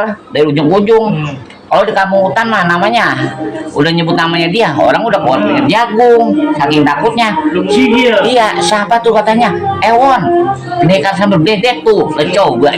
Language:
Betawi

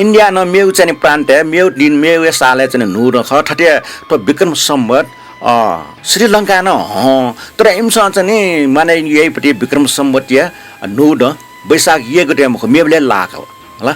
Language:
Newari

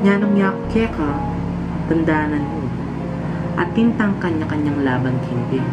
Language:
Pampanga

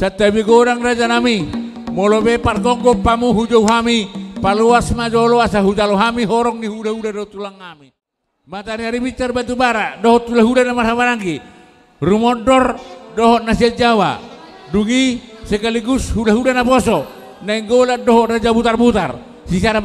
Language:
Batak Toba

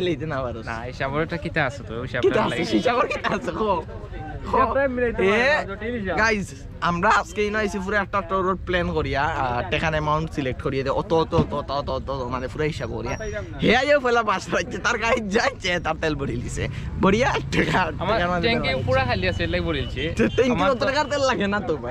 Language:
Sylheti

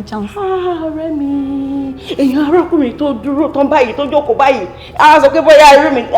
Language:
Yoruba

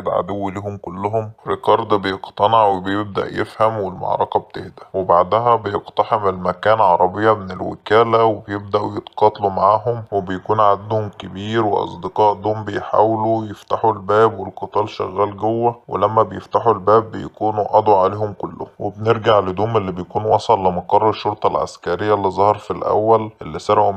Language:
Egyptian Arabic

